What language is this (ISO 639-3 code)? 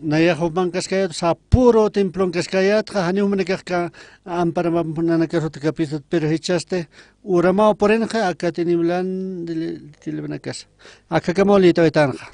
aym